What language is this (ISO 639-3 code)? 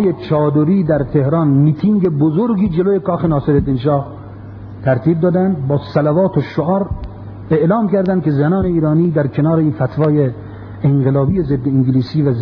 fas